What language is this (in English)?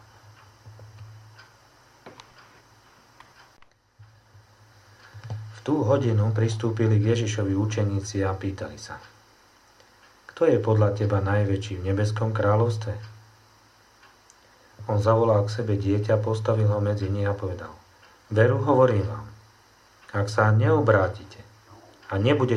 Slovak